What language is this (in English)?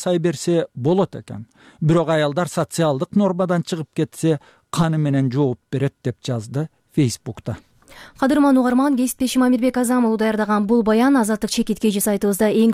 Kyrgyz